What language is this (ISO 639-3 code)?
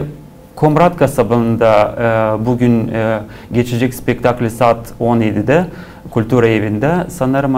gag